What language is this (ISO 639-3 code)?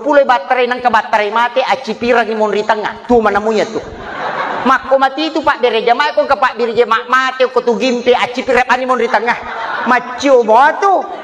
bug